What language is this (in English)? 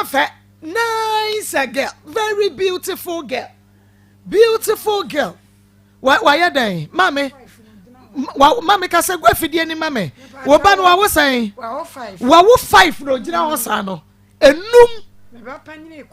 Akan